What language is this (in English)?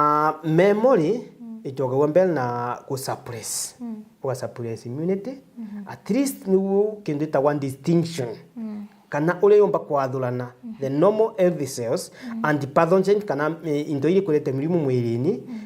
Meru